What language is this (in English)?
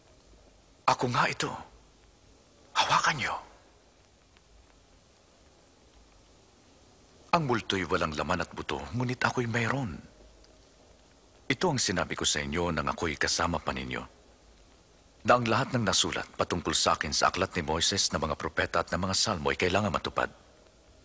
Filipino